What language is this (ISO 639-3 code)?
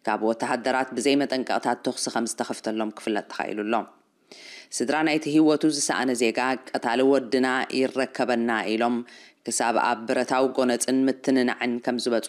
tir